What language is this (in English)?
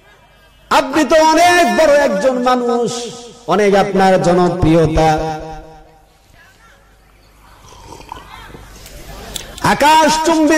Bangla